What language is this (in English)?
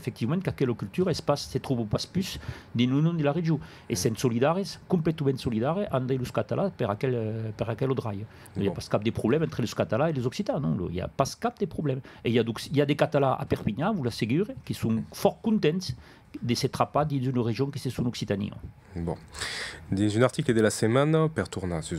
Occitan